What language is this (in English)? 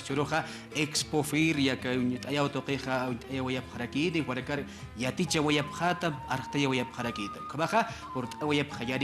Aymara